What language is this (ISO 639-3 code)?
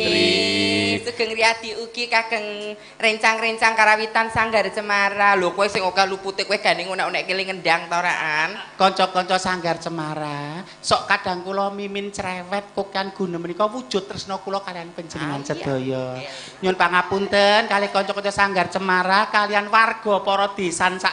jav